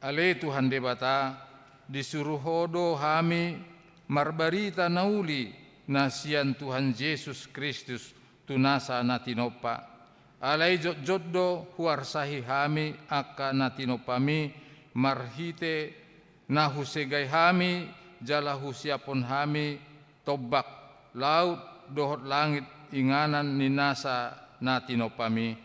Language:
Batak Toba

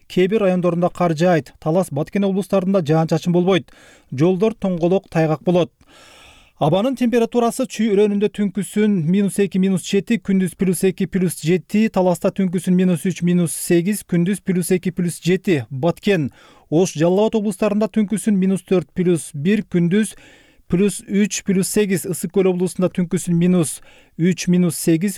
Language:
Kyrgyz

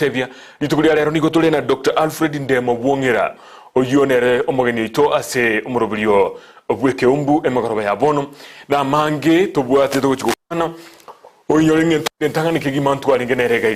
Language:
Gusii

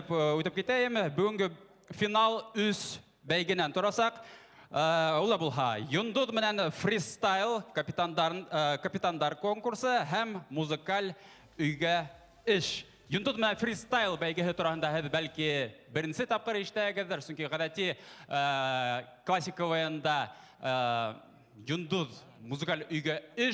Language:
Bashkir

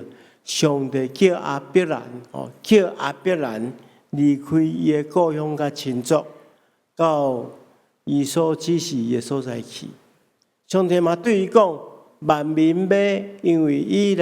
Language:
Min Nan Chinese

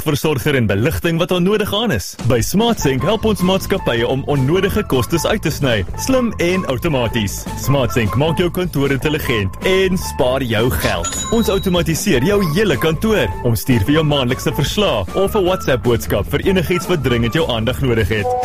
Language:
Afrikaans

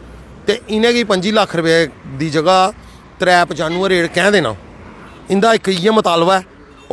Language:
Dogri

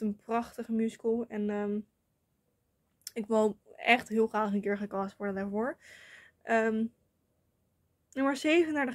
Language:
Dutch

